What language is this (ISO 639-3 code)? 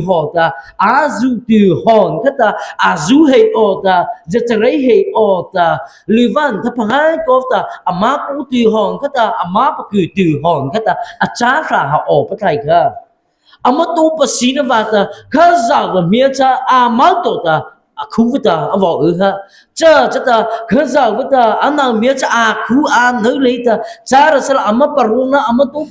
mrh